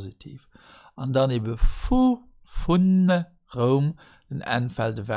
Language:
Luxembourgish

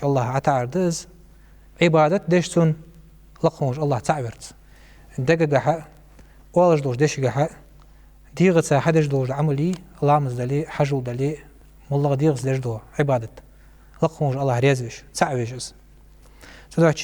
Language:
Ingush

